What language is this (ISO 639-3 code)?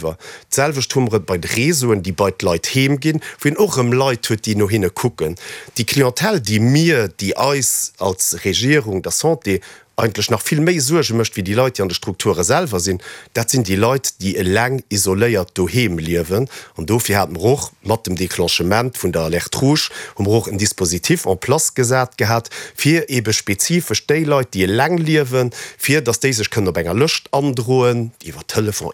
ltz